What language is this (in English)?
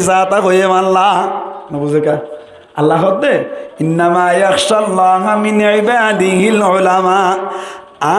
Rohingya